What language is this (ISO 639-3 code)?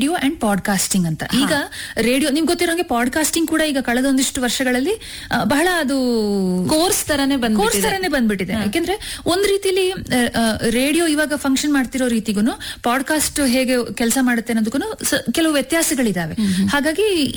kan